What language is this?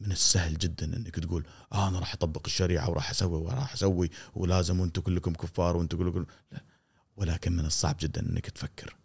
Gulf Arabic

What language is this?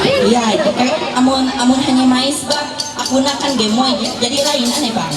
Ma'anyan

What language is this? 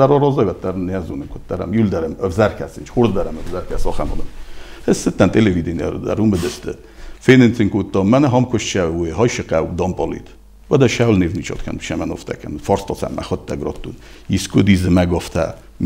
Ossetic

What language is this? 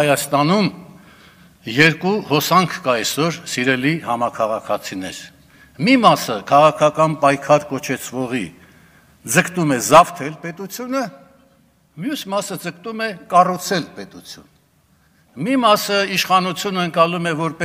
Armenian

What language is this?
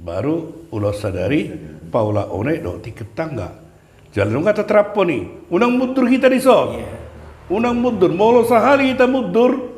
Batak Toba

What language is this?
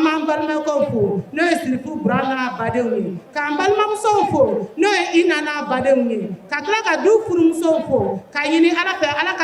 Bambara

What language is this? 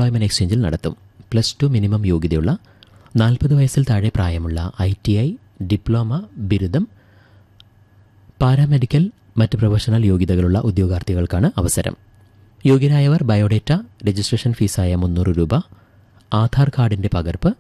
Malayalam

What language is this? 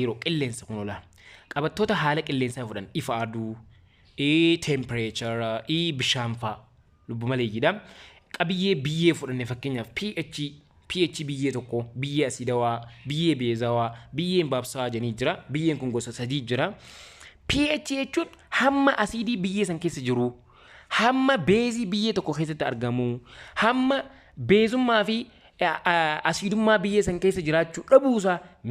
Oromo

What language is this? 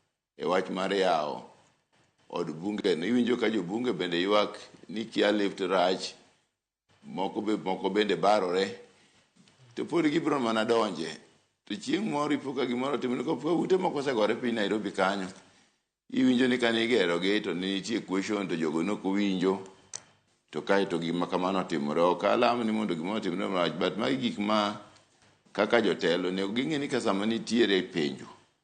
Luo (Kenya and Tanzania)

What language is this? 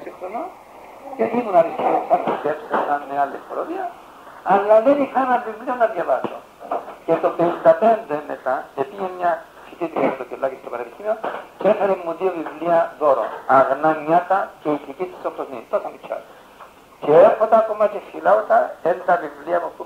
Greek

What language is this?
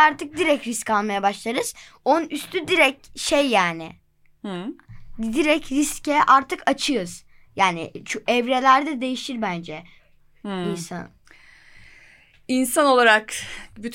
Turkish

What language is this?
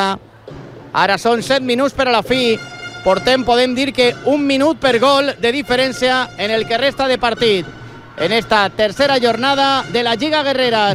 Catalan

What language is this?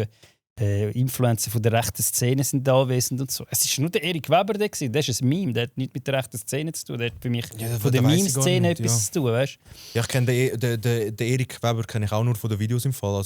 Swiss German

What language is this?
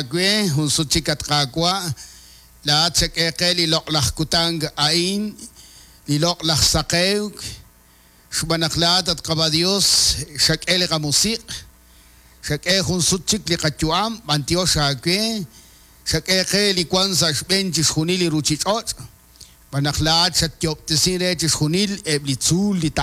Kekchí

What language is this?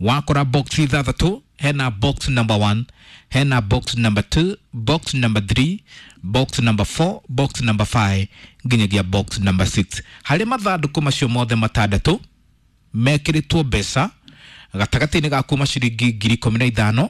Kikuyu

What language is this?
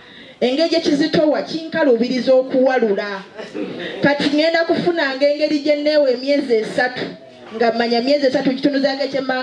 Ganda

